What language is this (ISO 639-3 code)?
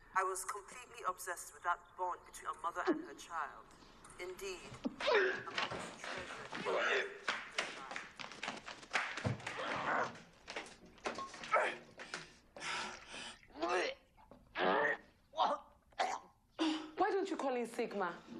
eng